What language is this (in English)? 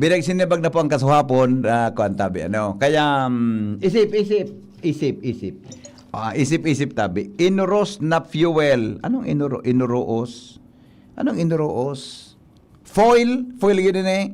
Bikol